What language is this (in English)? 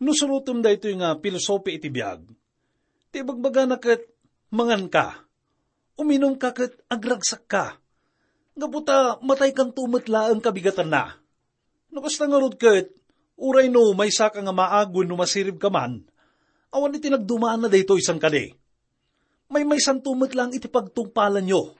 Iloko